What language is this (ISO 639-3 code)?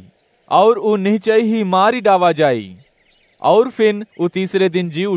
awa